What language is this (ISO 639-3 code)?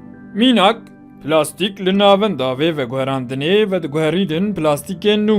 kur